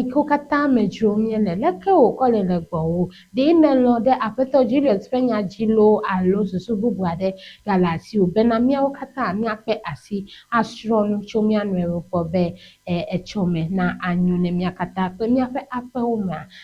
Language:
Ewe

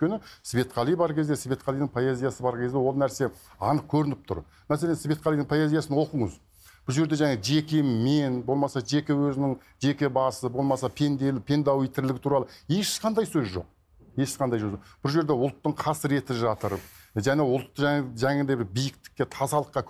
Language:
Kazakh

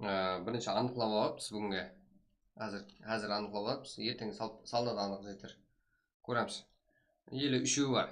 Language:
Kara-Kalpak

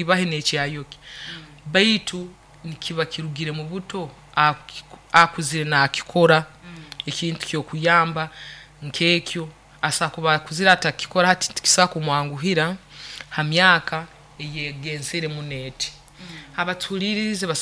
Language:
Nyoro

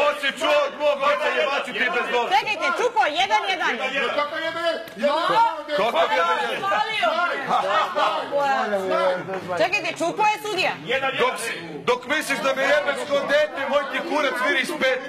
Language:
Serbian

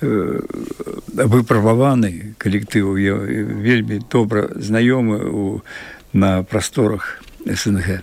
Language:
Belarusian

